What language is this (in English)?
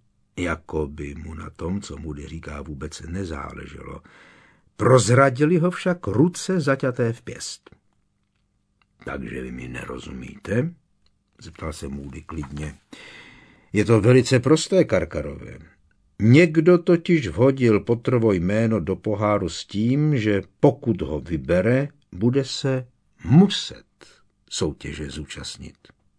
Czech